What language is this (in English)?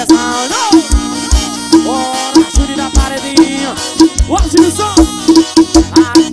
Portuguese